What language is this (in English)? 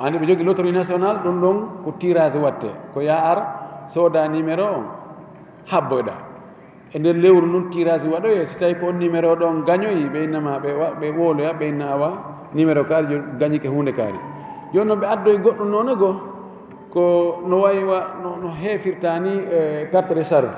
Fula